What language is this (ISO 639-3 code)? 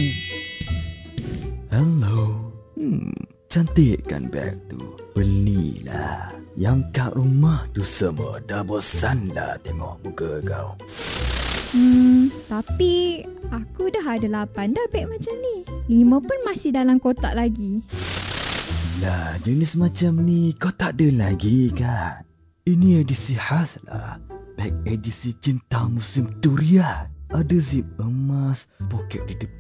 msa